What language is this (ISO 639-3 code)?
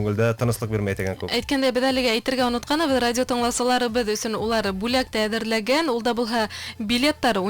bak